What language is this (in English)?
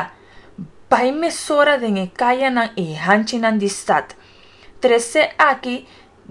Papiamento